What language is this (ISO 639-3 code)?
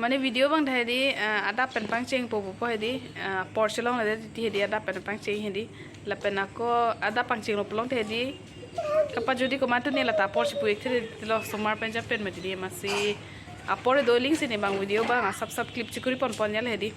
mjw